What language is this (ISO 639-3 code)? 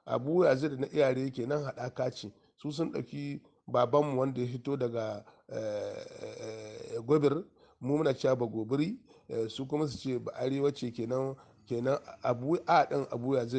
hau